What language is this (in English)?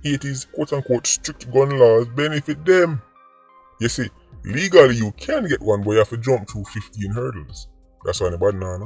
Jamaican Creole English